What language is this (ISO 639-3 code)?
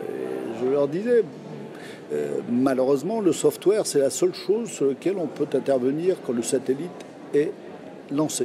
fra